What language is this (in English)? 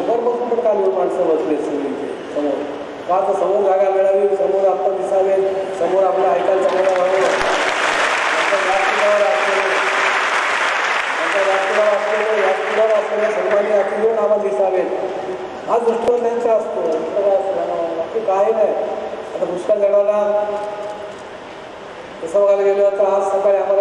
Marathi